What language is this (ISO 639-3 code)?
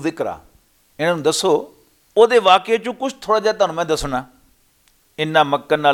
lah